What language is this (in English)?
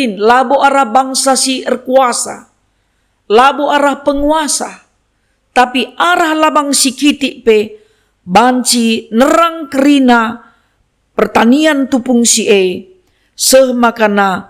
Batak Karo